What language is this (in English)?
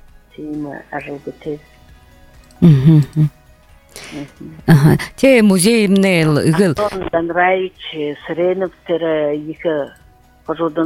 Buriat